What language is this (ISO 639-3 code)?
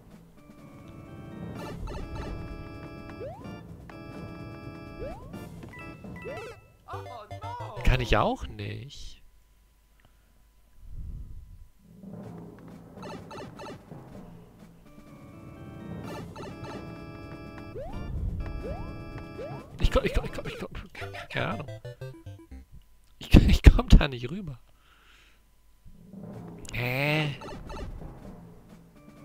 deu